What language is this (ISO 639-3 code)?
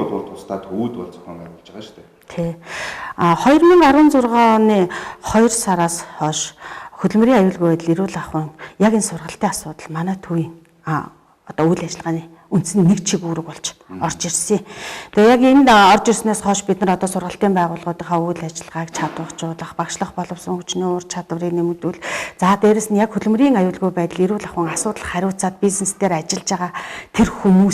mon